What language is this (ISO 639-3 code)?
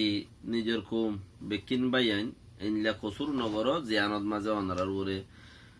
rhg